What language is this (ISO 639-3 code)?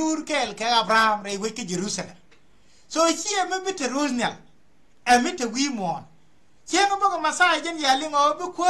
nus